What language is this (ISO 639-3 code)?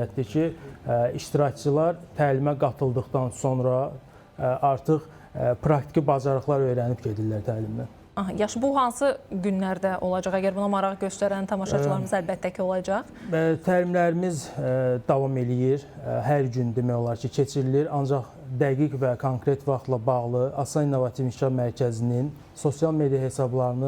aze